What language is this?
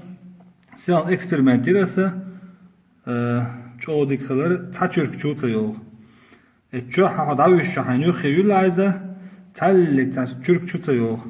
Chechen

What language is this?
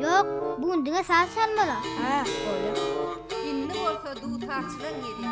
Turkmen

